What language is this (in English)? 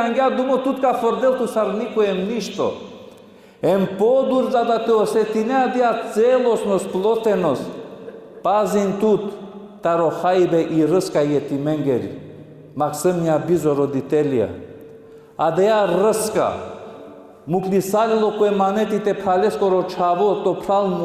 Balkan Romani